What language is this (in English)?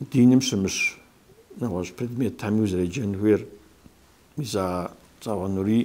Kabardian